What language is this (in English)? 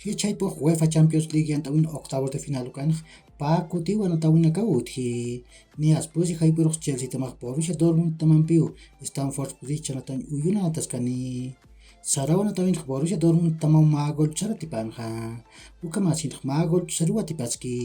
Aymara